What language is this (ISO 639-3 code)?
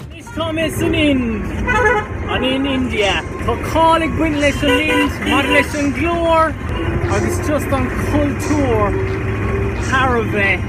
gle